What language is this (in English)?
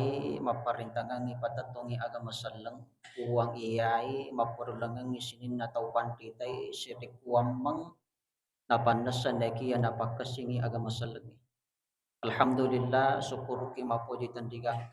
Buginese